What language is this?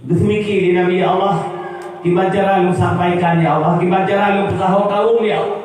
Achinese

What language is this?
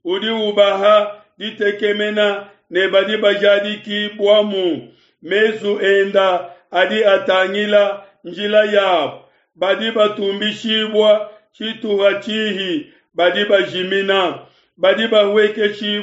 Luba-Lulua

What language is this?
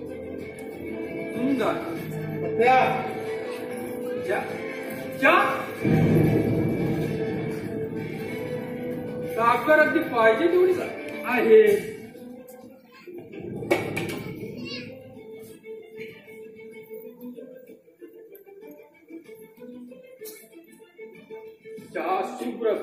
Marathi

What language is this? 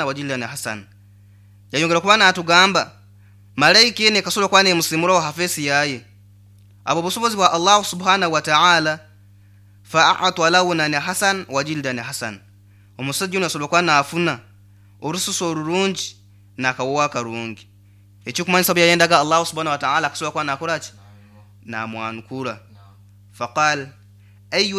Nyoro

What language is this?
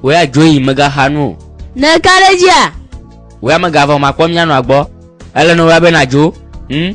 Gen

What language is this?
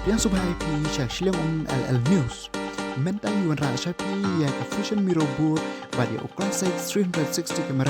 Khasi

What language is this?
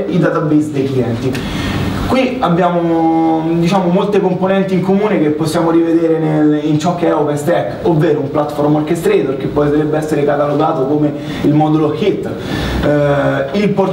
Italian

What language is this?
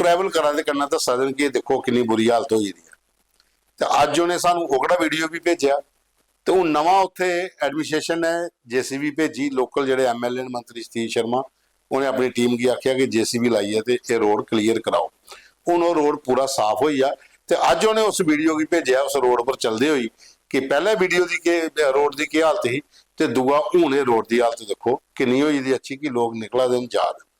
Dogri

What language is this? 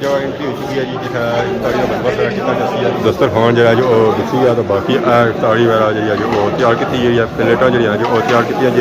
Pahari-Potwari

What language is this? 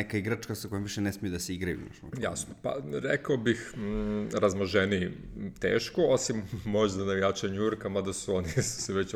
Serbian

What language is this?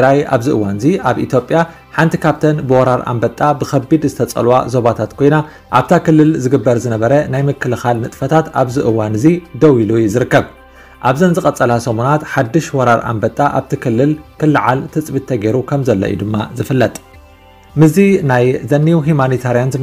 Tigrinya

